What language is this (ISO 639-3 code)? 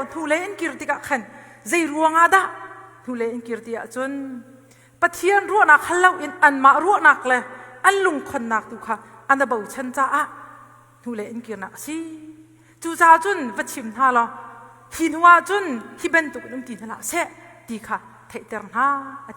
cnh